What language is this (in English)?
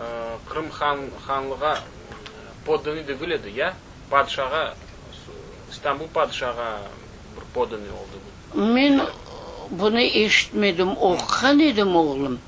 Crimean Tatar